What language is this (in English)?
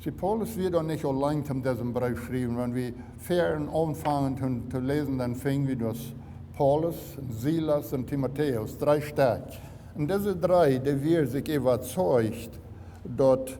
Plautdietsch